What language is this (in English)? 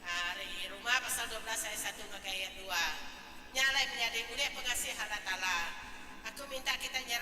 Iban